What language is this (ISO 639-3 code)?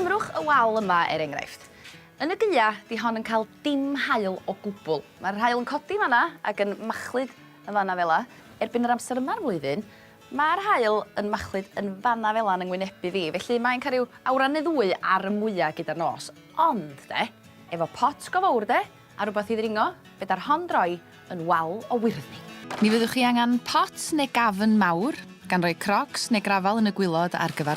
cym